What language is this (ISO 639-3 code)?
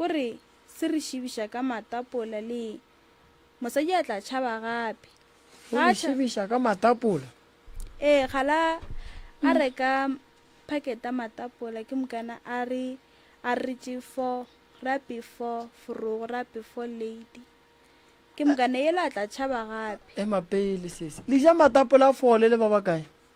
nso